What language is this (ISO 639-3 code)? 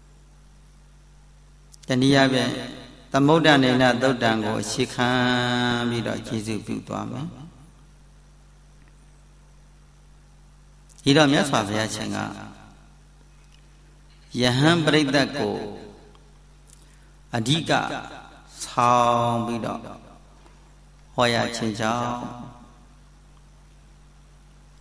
mya